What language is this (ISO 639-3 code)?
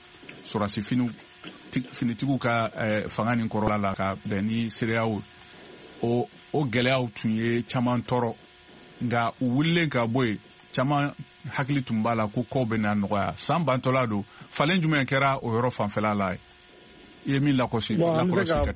bam